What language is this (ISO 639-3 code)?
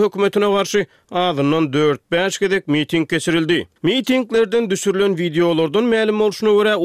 tuk